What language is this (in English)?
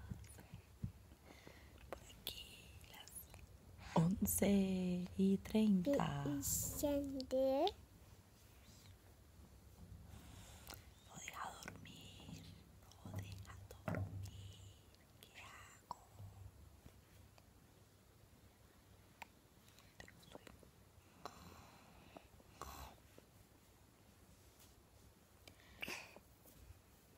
Spanish